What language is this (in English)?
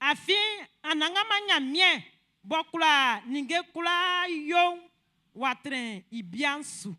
Baoulé